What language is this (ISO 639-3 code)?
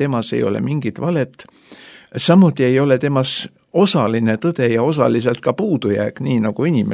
est